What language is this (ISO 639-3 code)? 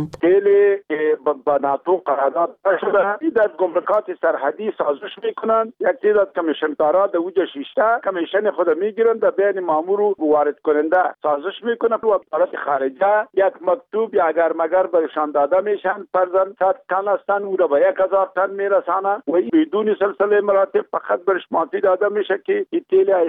fas